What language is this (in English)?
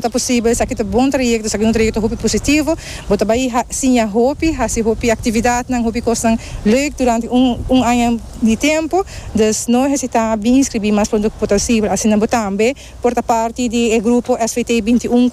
Papiamento